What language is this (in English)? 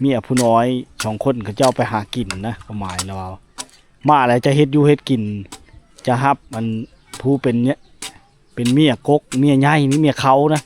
Lao